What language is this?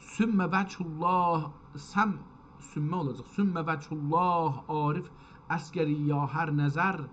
South Azerbaijani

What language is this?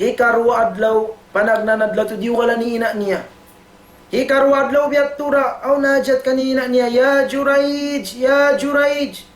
Tausug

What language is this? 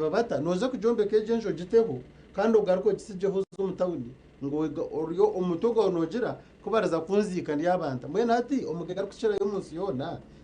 Nyankole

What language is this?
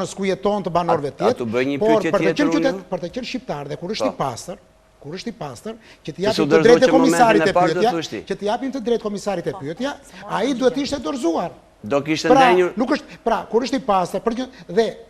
Albanian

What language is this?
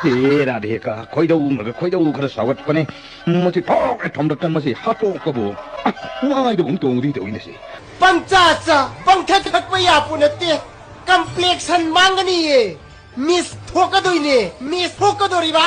Manipuri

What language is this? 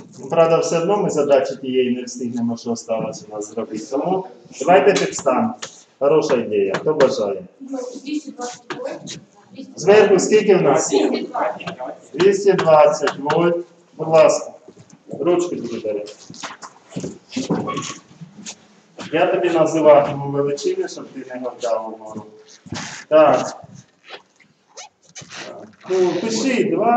Ukrainian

